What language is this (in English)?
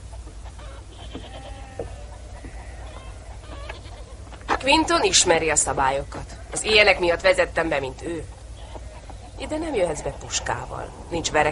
Hungarian